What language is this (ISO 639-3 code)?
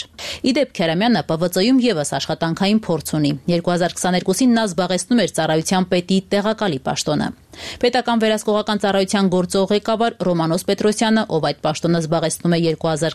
hye